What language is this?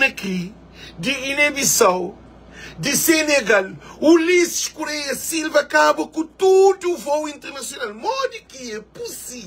Kabuverdianu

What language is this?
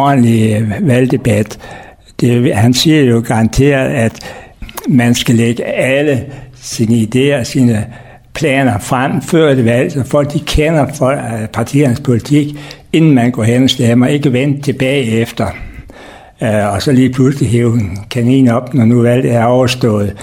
Danish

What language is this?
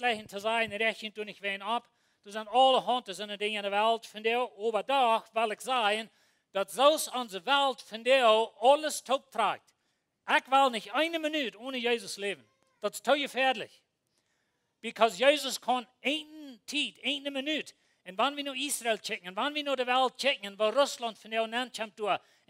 Plautdietsch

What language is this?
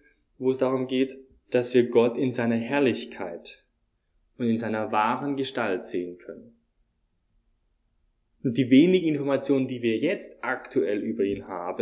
German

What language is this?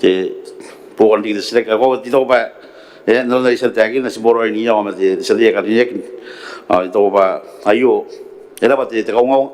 Gilbertese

